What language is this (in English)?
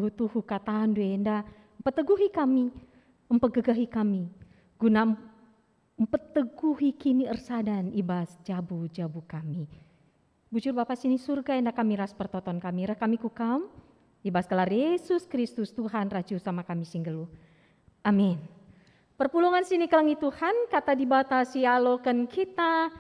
Batak Karo